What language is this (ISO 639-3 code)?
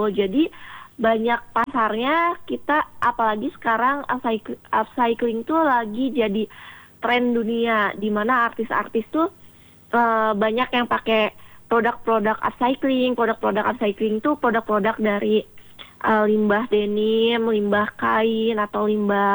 ind